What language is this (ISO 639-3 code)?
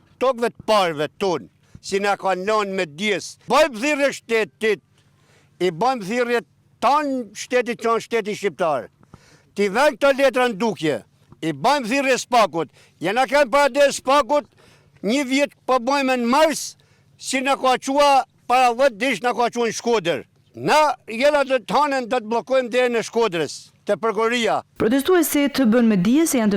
sqi